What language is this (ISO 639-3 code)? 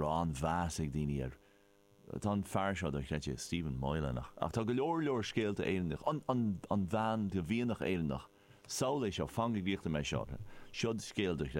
gle